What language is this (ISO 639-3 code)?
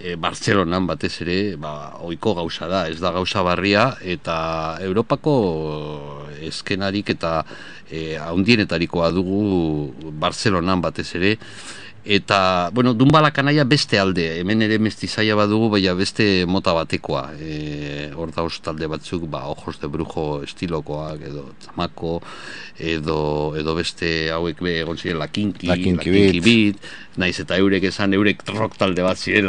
eus